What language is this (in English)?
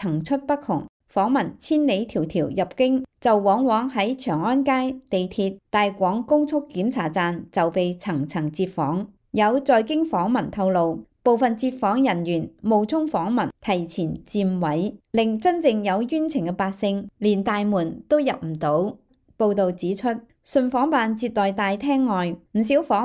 Cantonese